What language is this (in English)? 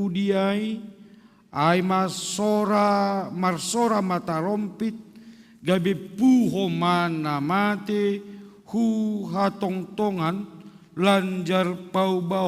Batak Simalungun